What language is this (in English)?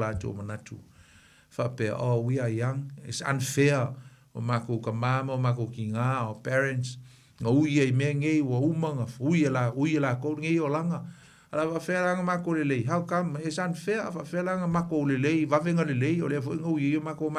Samoan